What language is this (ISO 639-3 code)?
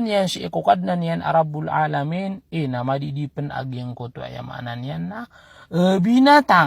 mrw